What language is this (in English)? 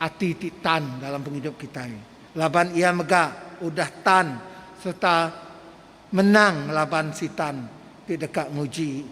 Iban